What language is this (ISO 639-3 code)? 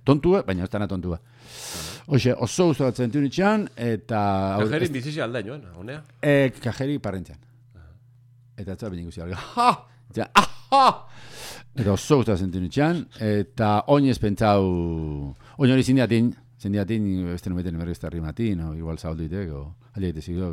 eus